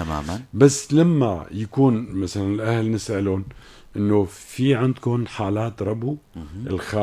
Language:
North Levantine Arabic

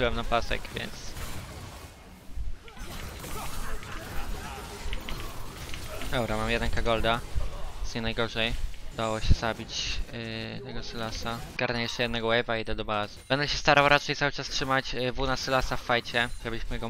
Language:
Polish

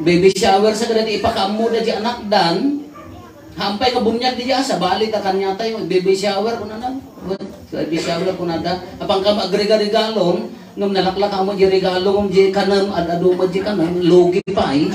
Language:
Iloko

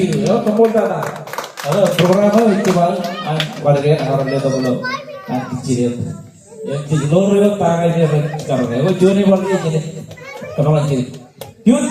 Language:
Marshallese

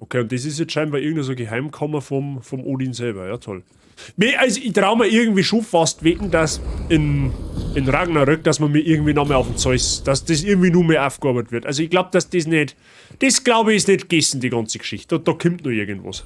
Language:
Bavarian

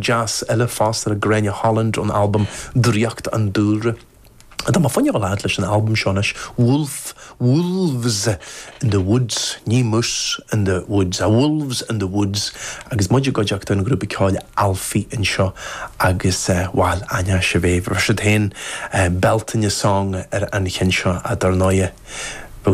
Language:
Irish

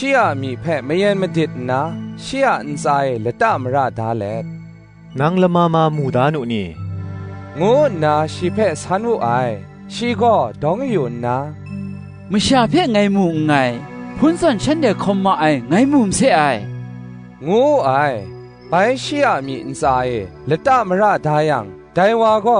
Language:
Kachin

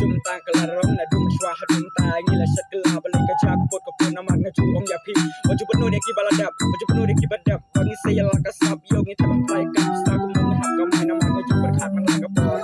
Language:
Khasi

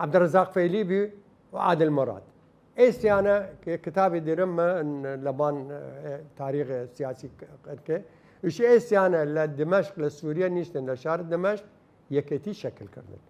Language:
Southern Kurdish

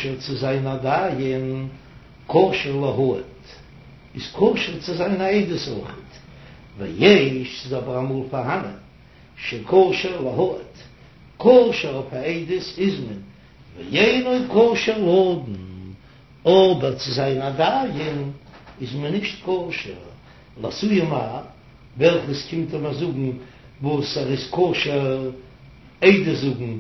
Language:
Yiddish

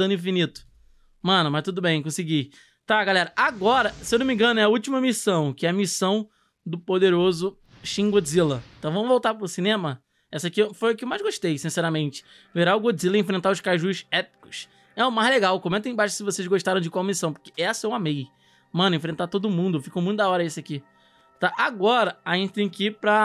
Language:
Portuguese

